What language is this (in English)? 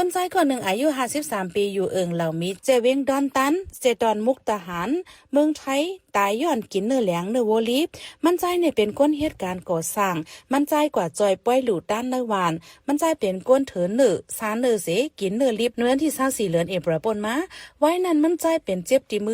Shan